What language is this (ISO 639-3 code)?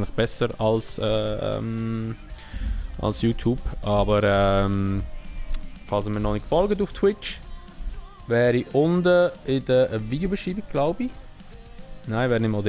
gsw